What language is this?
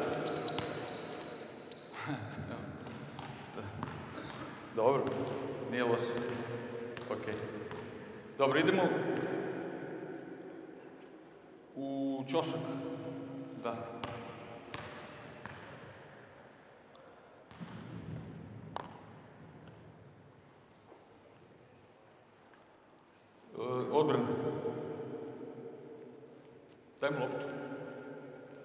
Serbian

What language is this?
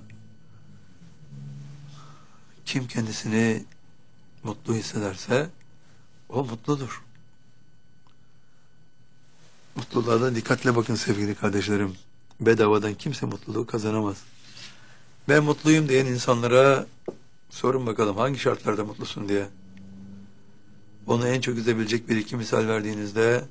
Turkish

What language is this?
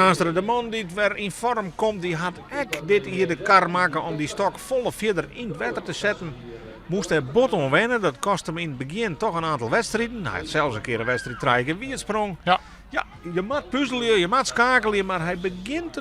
Western Frisian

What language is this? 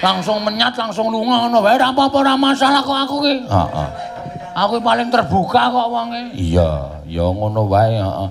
Javanese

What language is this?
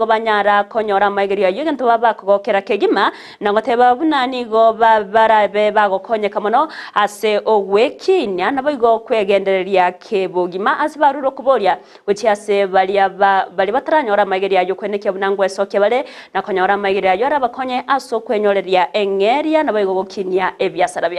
Gusii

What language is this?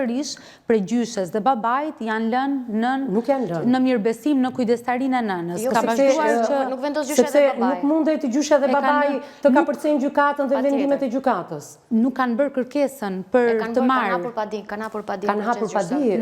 Albanian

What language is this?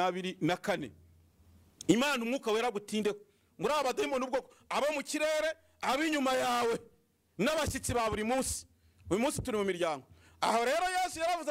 Kinyarwanda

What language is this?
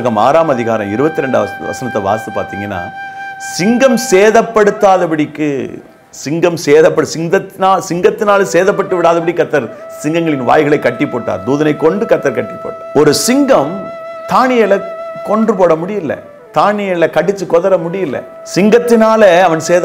Tamil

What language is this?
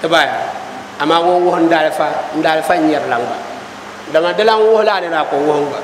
Dagbani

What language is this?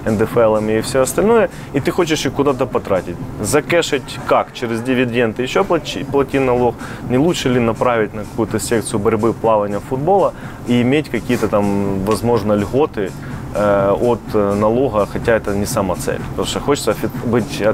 Russian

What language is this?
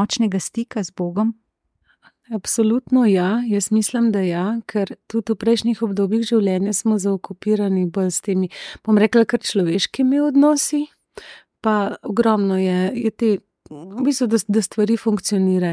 Slovenian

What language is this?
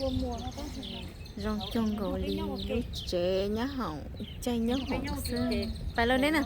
Hmong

